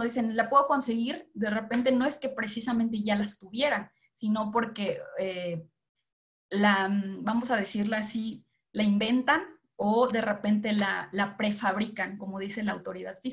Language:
Spanish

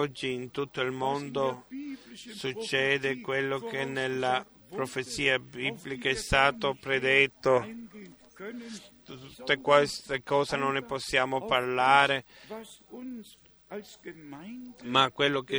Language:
Italian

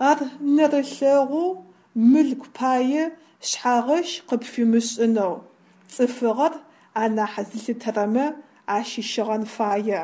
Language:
Adyghe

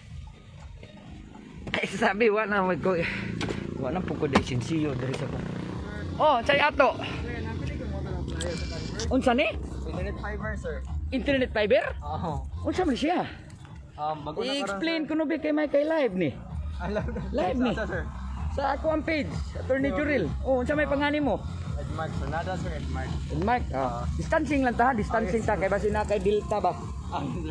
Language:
Cebuano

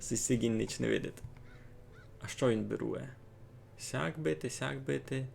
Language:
Rusyn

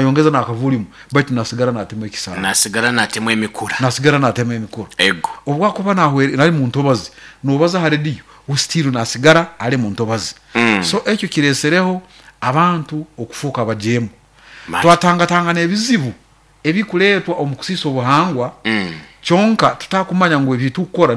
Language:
Nyoro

